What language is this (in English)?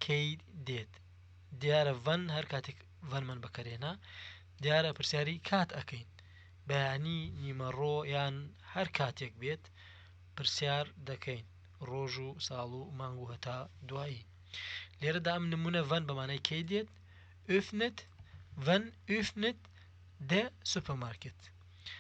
Central Kurdish